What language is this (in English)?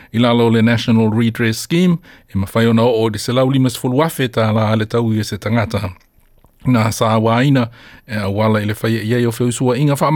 Samoan